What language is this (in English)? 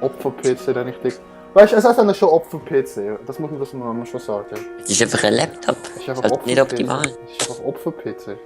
Swiss German